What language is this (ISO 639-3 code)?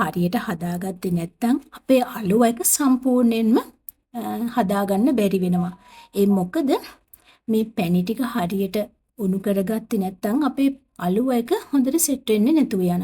sin